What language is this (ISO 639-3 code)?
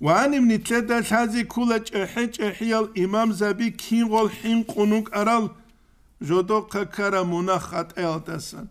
ava